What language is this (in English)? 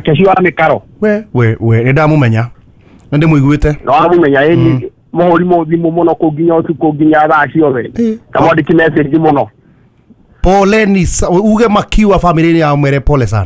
Kikuyu